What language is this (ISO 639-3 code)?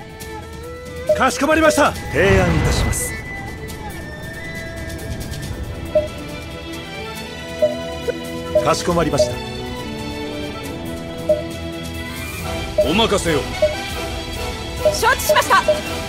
jpn